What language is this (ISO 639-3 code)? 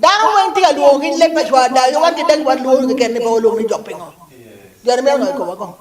ach